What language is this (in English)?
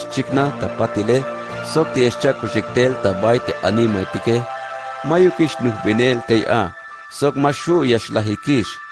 Tzeltal